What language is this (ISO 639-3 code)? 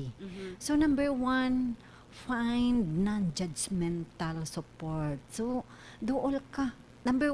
ceb